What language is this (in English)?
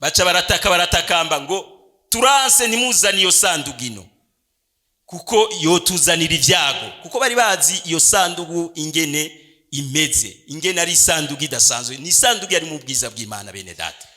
Rundi